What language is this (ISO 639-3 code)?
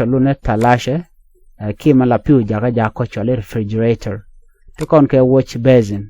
nus